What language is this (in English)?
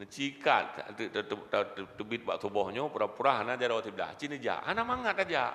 Achinese